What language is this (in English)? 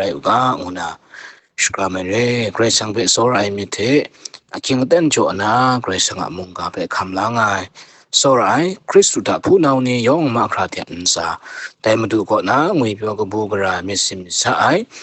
Kachin